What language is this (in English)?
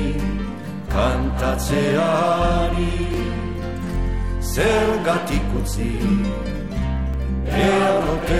Basque